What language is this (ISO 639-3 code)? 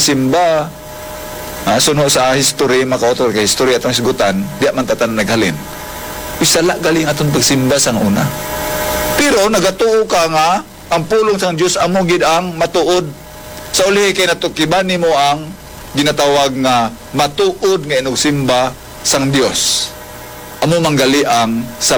hil